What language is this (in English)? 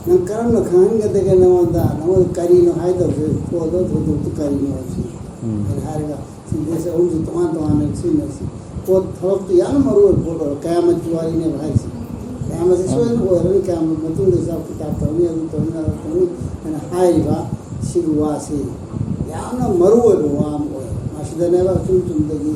Manipuri